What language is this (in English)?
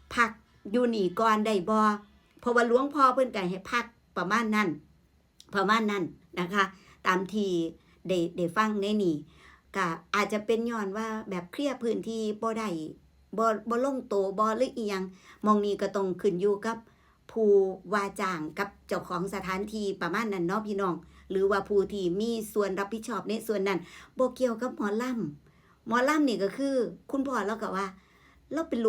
Northeastern Thai